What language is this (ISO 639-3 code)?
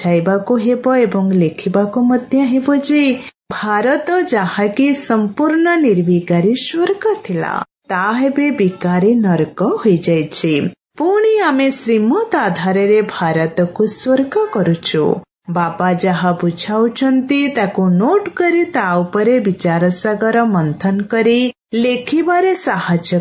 ori